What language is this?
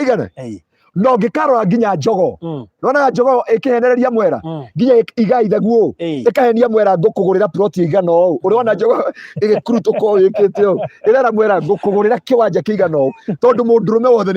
Kikuyu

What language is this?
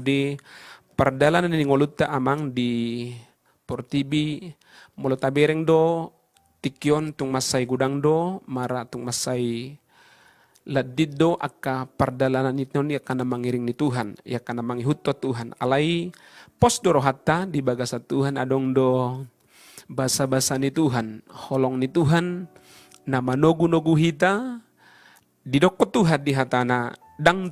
Batak Toba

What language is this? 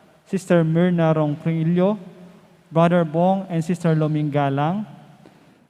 Pampanga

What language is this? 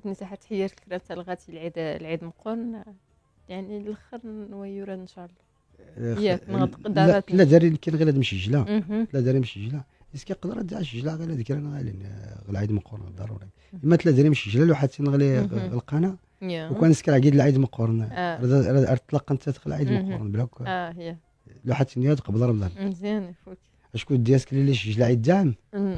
Moroccan Arabic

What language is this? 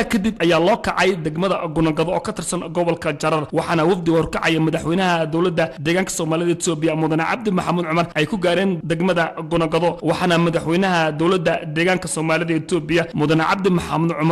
Somali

